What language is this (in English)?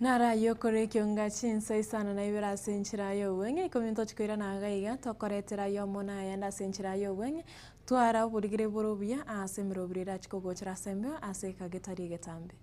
Gusii